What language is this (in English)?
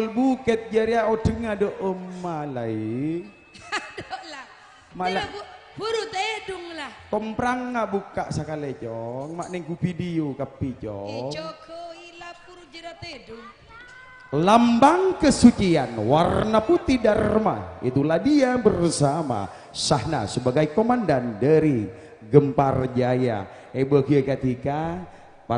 Madurese